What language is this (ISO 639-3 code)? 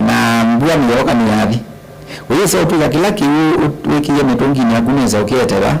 kam